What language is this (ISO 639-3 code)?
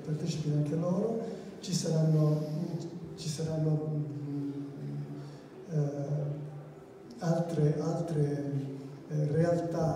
ita